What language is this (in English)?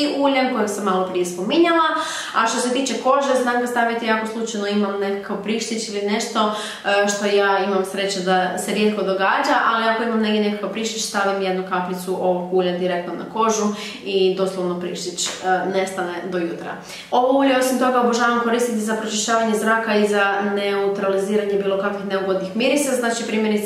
Croatian